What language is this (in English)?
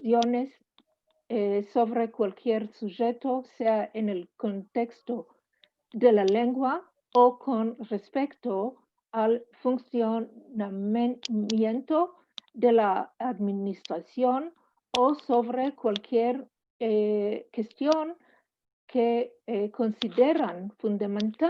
Ladino